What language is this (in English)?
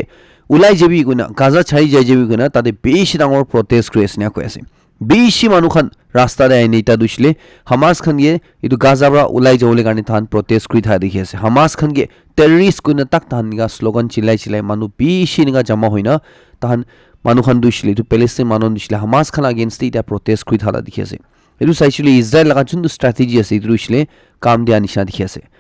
Naga Pidgin